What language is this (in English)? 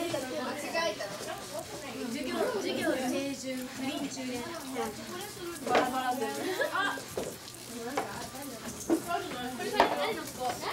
Japanese